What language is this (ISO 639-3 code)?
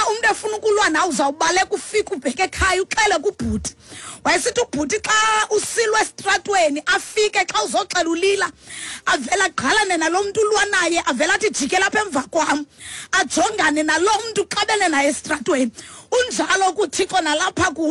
xho